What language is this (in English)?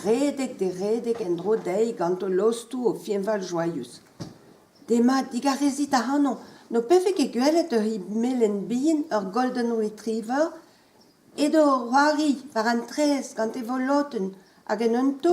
Breton